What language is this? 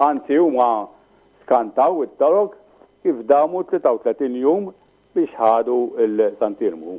Maltese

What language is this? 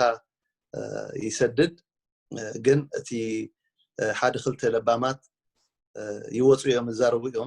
Tigrinya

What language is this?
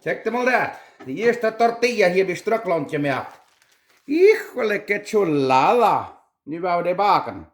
Plautdietsch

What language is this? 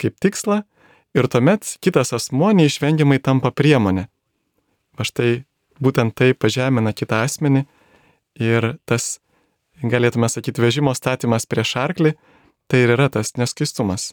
Lithuanian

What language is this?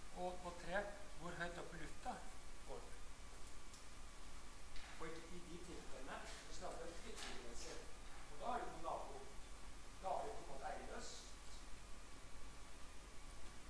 Norwegian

